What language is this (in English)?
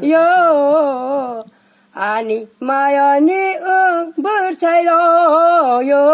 Kok Borok